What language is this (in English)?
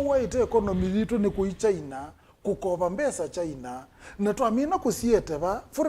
Kamba